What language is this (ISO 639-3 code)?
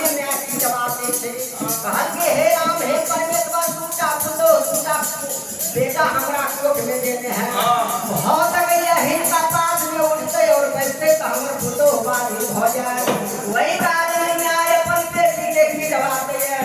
mai